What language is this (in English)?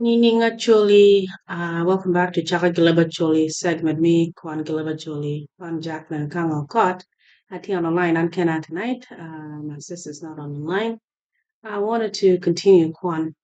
Acoli